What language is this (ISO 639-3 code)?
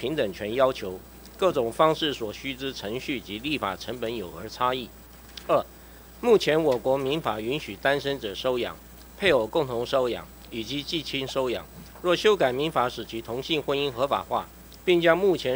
zho